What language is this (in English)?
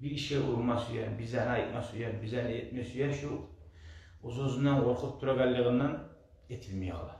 Kumyk